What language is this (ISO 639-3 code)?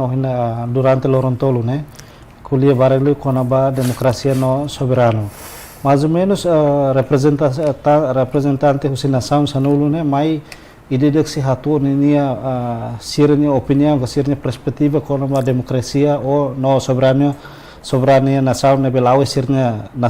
tet